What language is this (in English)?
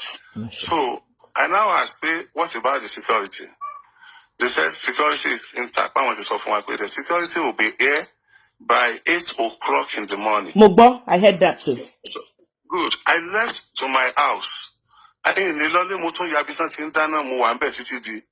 Yoruba